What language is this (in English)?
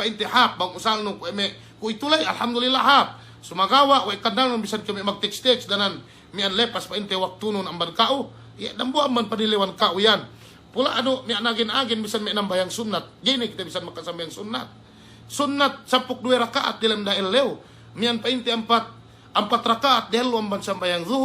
Yakan